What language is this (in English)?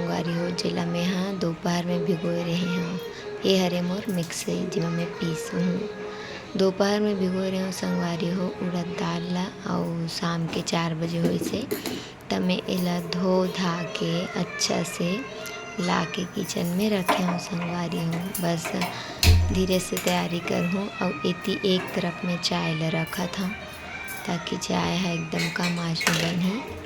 Chhattisgarhi